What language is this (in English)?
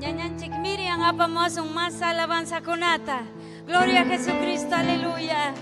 Ayacucho Quechua